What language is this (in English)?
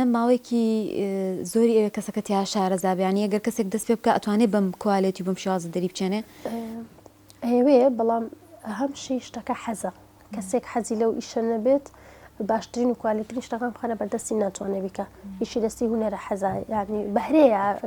Central Kurdish